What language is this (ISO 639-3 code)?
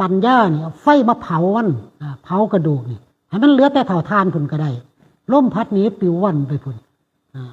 tts